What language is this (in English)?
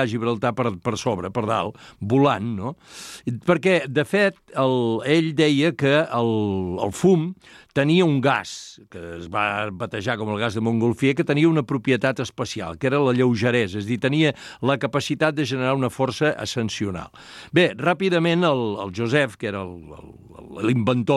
Catalan